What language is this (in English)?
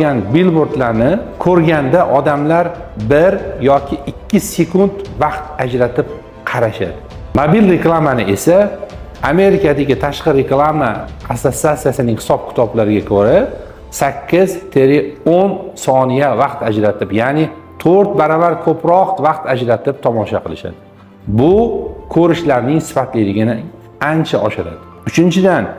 Uzbek